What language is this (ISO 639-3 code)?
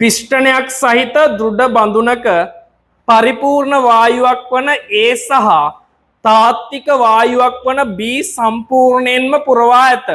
sin